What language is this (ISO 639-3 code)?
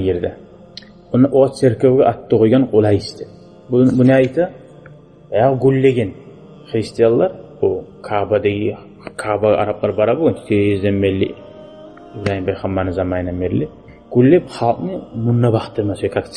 kum